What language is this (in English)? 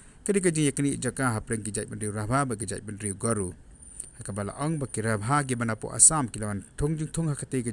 Khasi